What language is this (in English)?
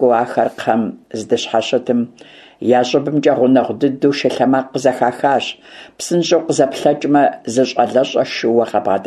Kabardian